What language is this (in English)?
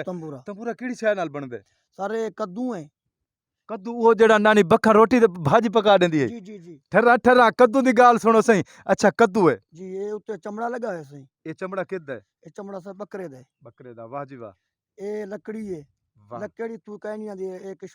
Saraiki